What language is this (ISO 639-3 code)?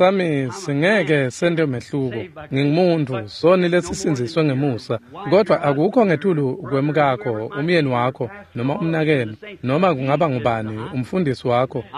ssw